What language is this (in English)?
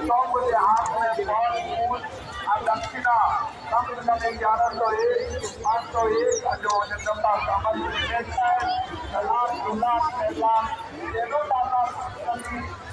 Maithili